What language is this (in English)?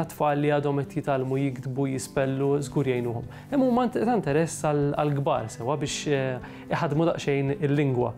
Maltese